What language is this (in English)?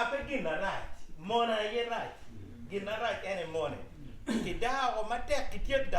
Acoli